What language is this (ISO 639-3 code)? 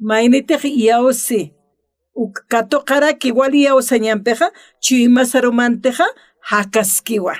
aym